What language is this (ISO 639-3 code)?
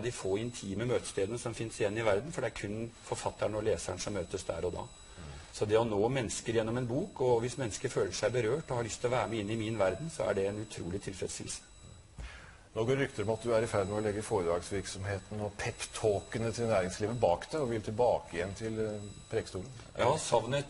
nor